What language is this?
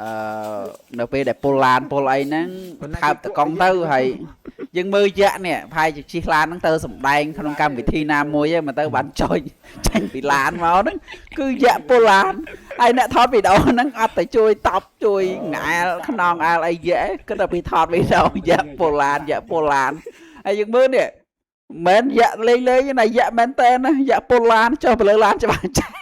Khmer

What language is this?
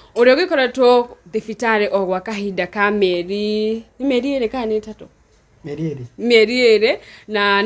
Kikuyu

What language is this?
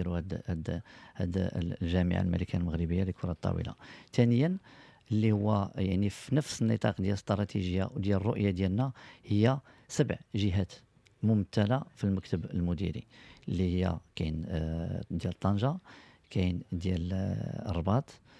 Moroccan Arabic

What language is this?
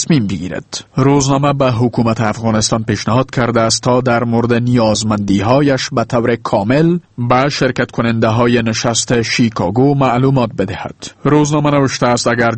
Persian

